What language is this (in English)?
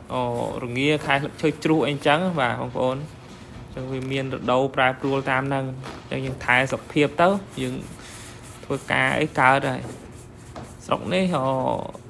Khmer